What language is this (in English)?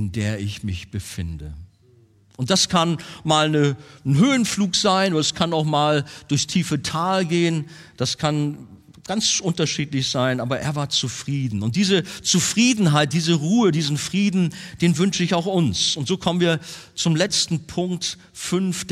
German